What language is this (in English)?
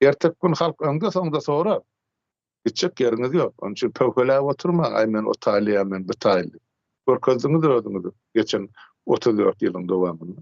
Turkmen